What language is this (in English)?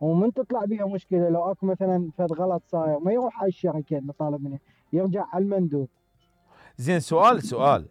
Mesopotamian Arabic